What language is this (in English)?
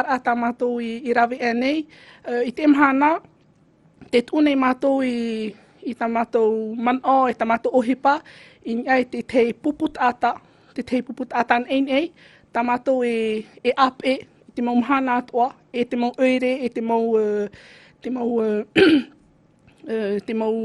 Tahitian